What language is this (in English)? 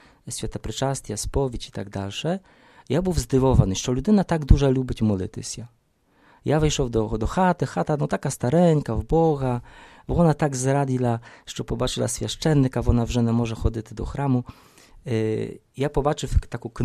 Ukrainian